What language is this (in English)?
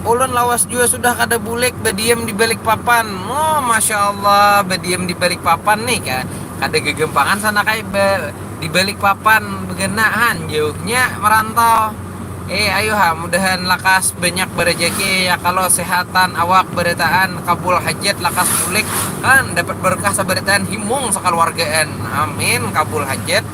Banjar